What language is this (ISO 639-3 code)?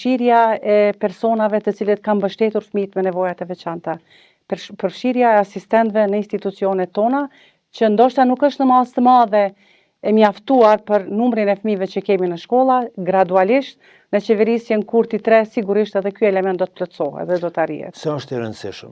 sqi